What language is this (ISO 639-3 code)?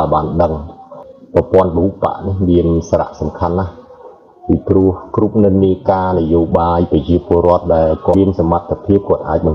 khm